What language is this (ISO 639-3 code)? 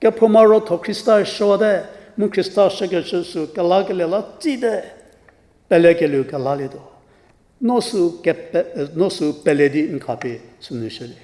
njm